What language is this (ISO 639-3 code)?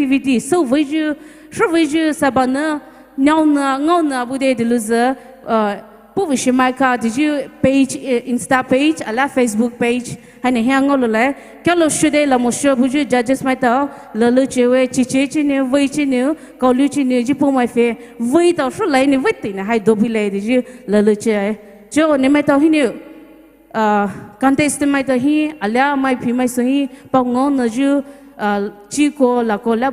pmx